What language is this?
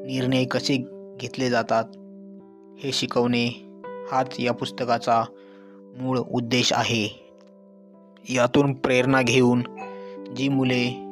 Marathi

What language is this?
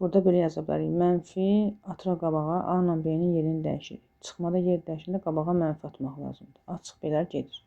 Azerbaijani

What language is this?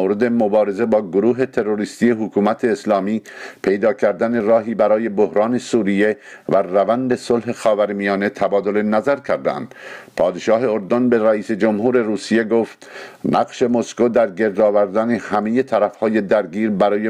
Persian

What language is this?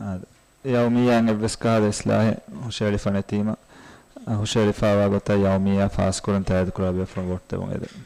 Divehi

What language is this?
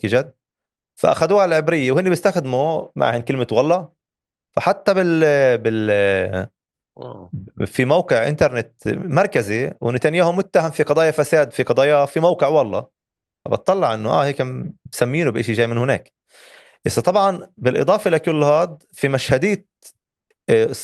North Levantine Arabic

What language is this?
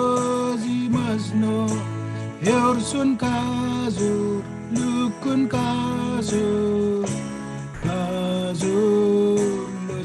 Marshallese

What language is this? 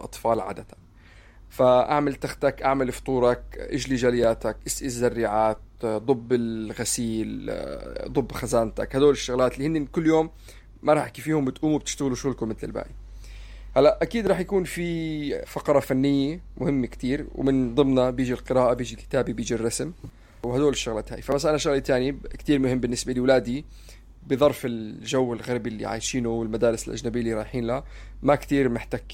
North Levantine Arabic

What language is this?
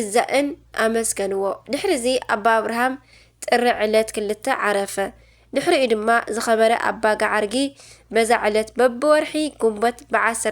Tigrinya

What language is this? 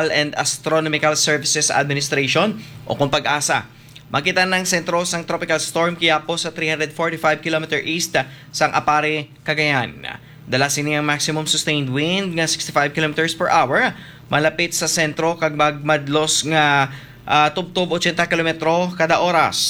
Hiligaynon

